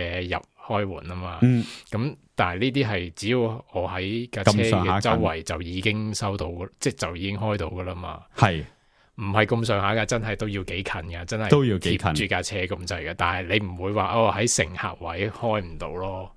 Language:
Cantonese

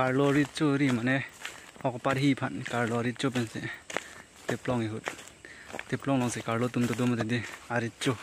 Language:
Karbi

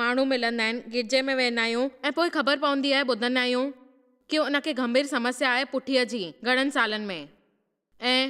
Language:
Sindhi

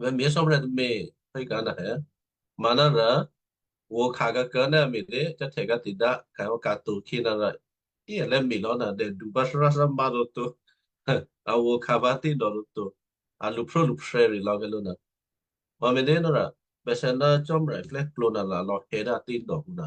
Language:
Western Kayah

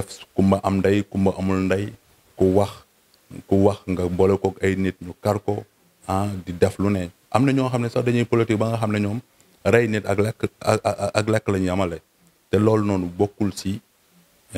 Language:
Wolof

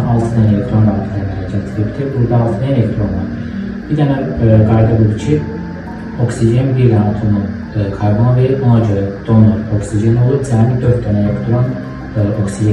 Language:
Azerbaijani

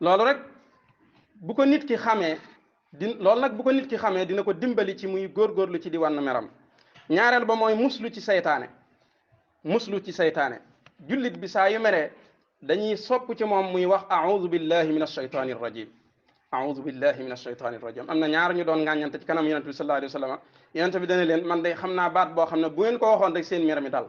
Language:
Wolof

